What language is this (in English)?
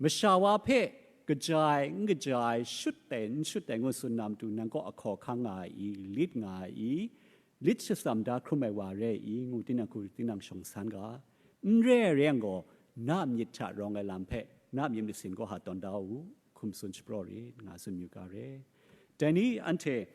Kachin